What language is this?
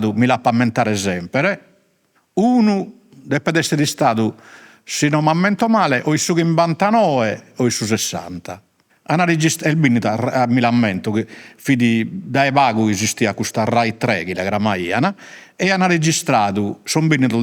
Sardinian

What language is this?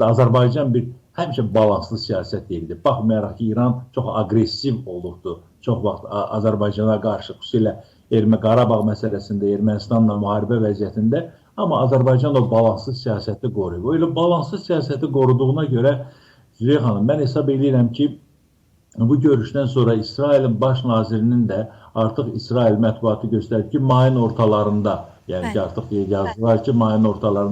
Azerbaijani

